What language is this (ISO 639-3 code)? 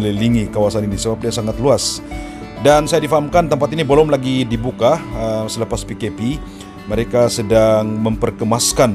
msa